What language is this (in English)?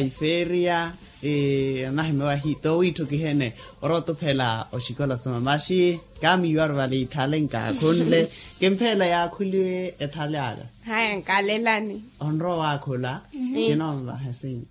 Makhuwa